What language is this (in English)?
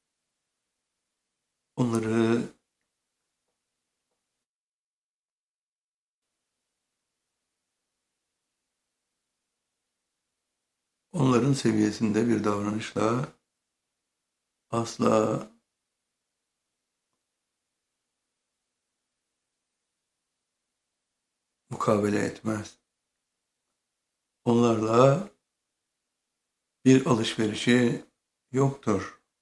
Turkish